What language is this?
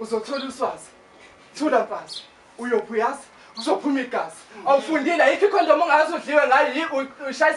Zulu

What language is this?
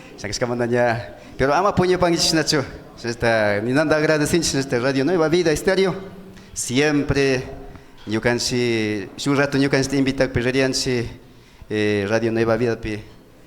Imbabura Highland Quichua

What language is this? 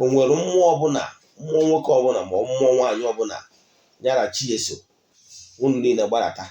Igbo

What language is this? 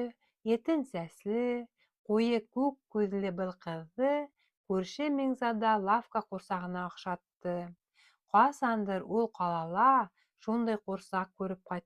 Bashkir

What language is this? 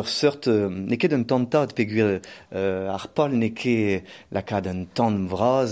Breton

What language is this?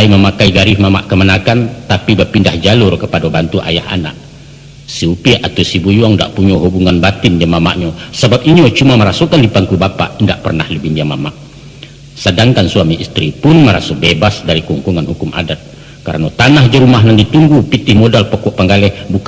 Minangkabau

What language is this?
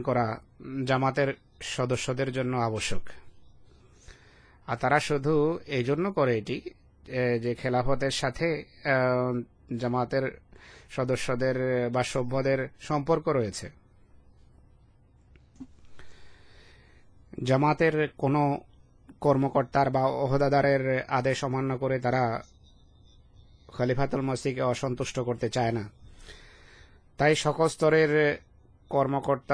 Bangla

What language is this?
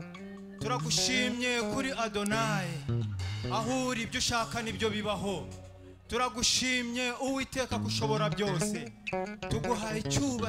Kinyarwanda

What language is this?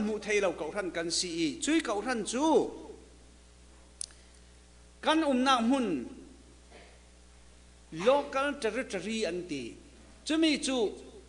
Thai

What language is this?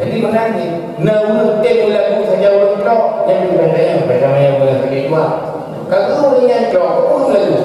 Achinese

